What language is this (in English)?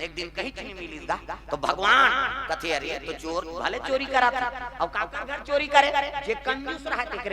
Chhattisgarhi